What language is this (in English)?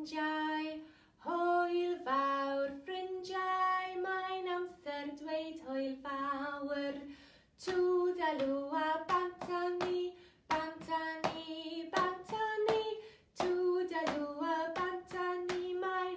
Welsh